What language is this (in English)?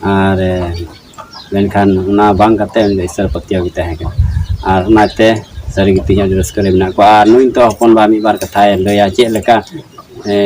Santali